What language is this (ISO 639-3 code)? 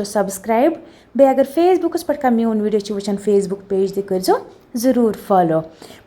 kas